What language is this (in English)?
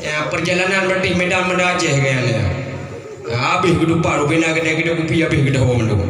Achinese